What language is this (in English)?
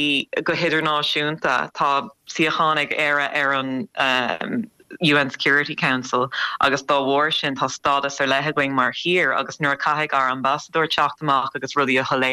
Irish